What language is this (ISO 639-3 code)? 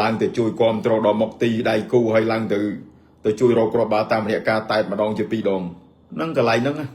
khm